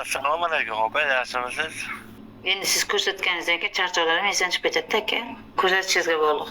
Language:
Uzbek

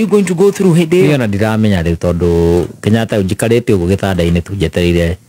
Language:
Kikuyu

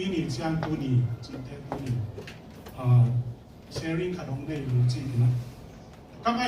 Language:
Tedim Chin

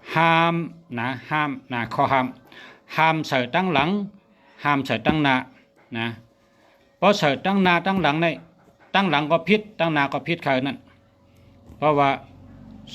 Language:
Shan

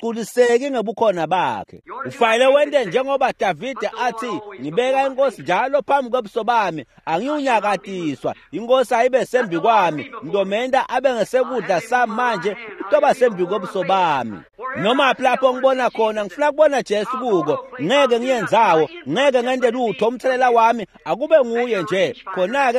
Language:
Swati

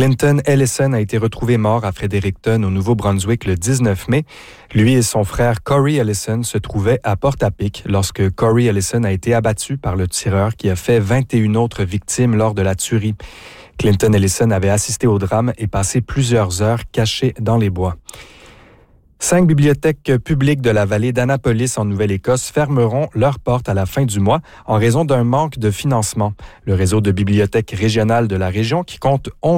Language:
French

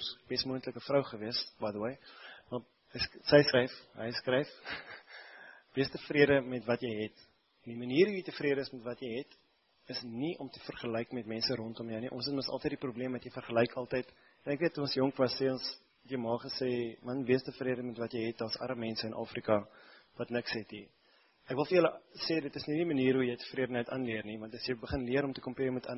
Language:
Afrikaans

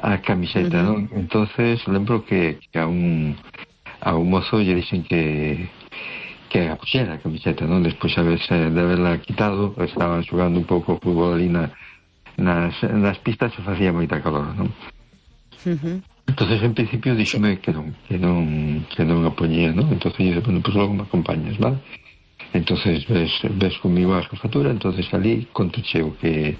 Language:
Galician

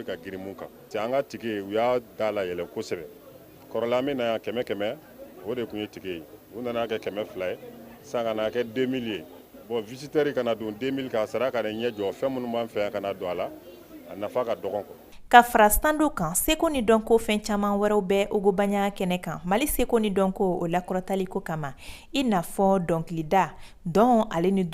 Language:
Bambara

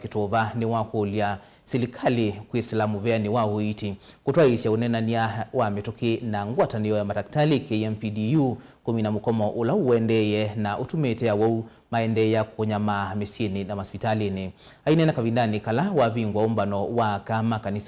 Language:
Kamba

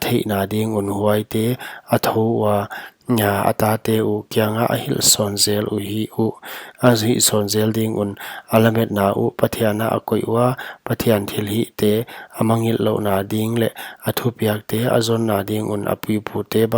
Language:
Paite Chin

